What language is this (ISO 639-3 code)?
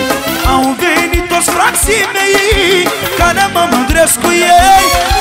ron